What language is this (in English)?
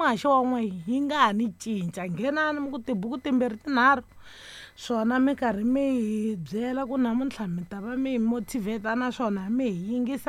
Tsonga